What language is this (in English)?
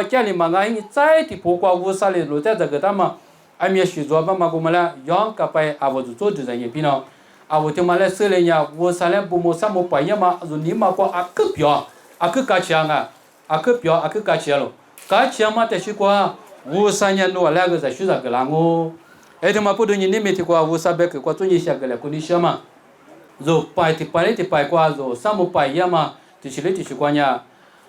Lisu